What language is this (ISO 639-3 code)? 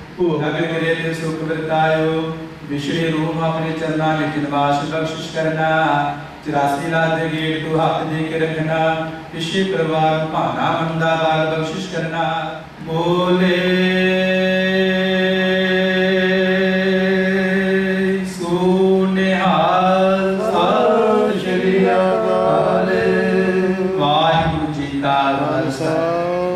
pan